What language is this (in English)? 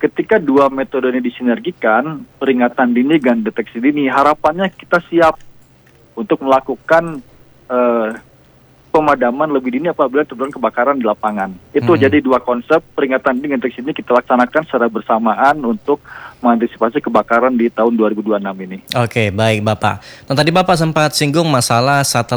Indonesian